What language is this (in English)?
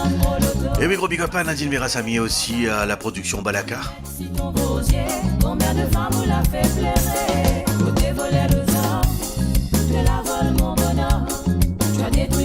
Morisyen